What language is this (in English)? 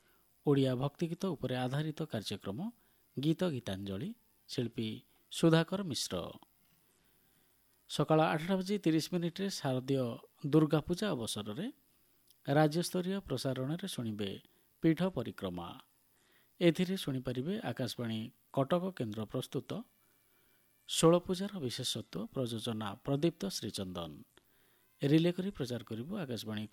Odia